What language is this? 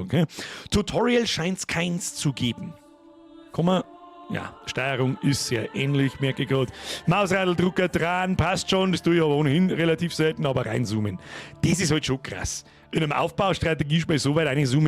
Bavarian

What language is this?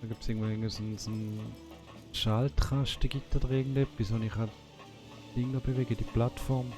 Swiss German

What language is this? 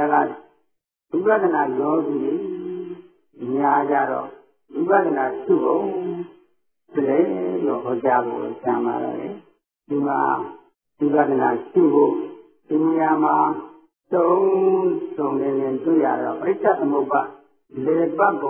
Burmese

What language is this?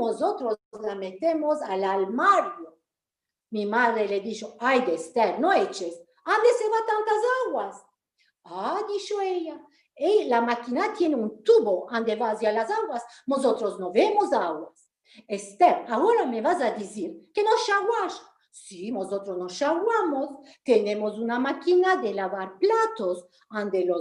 Ladino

